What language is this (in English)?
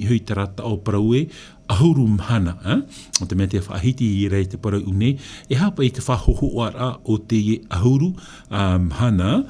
Tahitian